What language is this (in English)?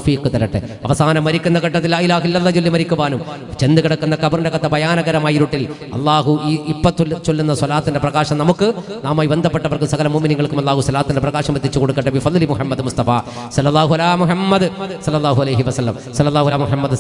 Malayalam